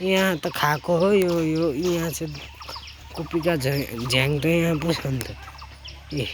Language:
Nepali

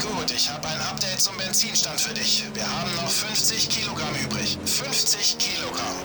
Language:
Bavarian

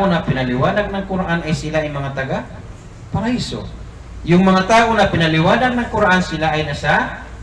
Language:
Maranao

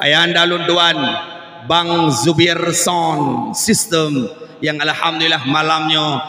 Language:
Achinese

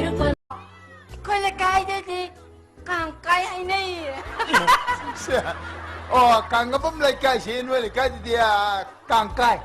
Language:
Manipuri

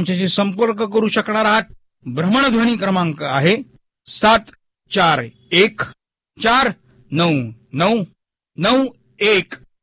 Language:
Marathi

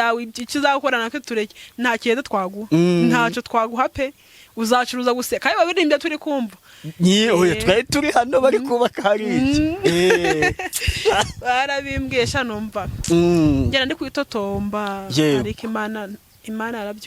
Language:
Kinyarwanda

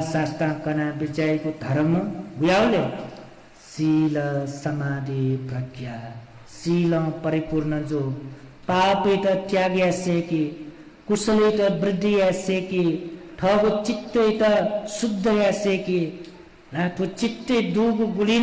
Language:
Newari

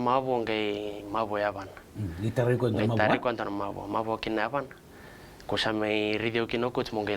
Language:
Fijian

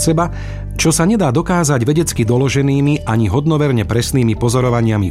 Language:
Slovak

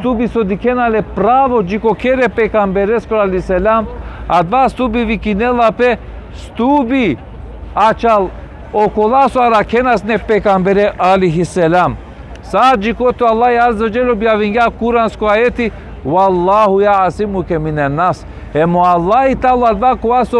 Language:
Balkan Romani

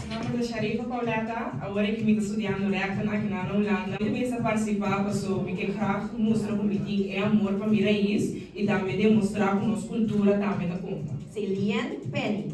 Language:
Papiamento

